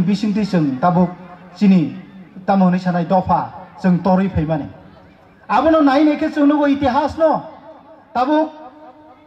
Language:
Kok Borok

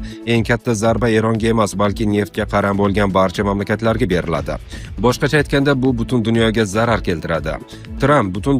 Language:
Uzbek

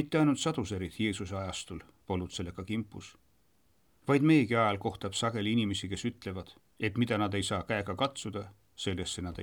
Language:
Estonian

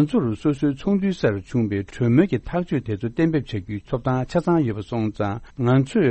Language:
Tibetan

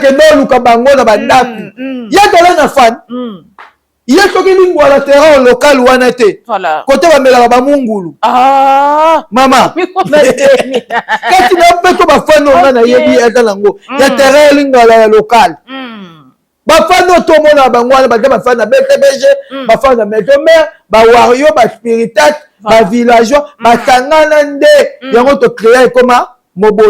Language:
Lingala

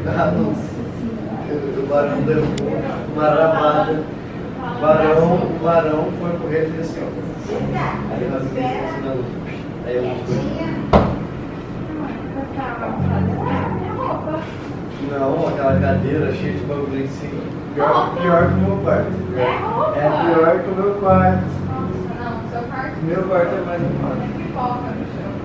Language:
Portuguese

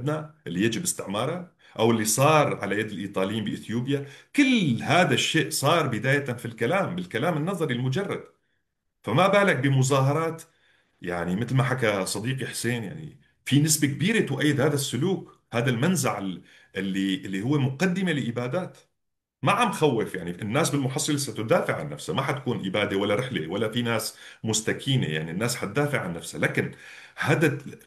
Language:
North Levantine Arabic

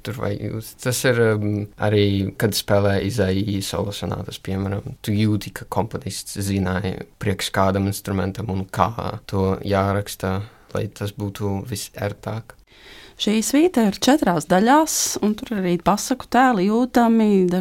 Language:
Latvian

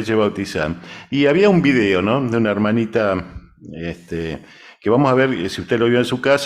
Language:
Guarani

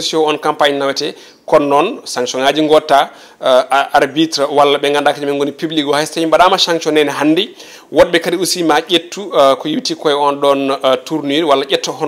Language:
Fula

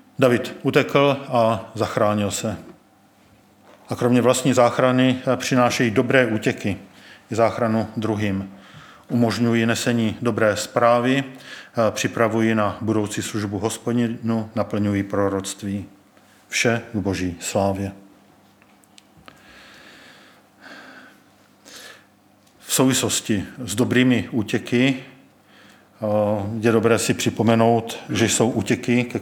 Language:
Czech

